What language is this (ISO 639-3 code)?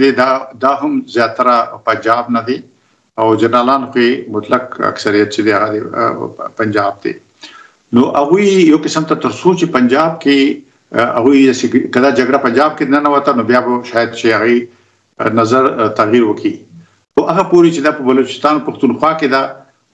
pus